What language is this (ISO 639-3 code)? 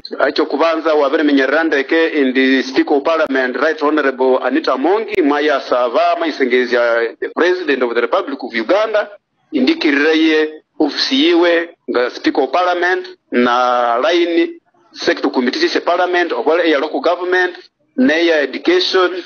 nyn